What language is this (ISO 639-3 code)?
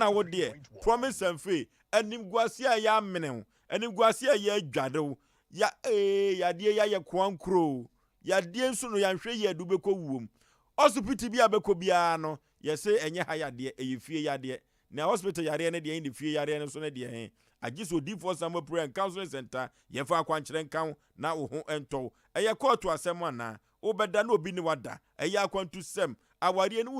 aka